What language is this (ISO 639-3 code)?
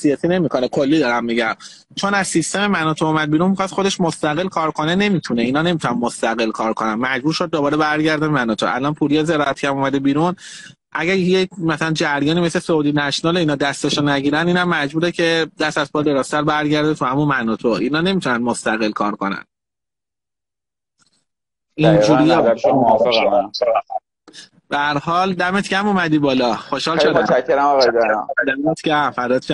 fas